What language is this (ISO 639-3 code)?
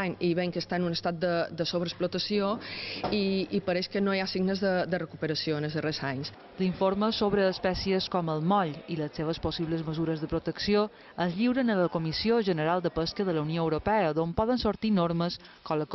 cat